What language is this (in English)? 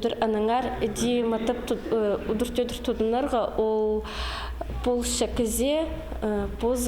Khakas